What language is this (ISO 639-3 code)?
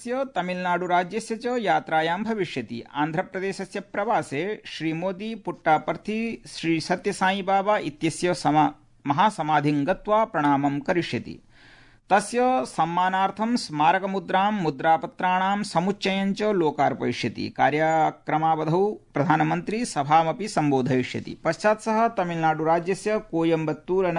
san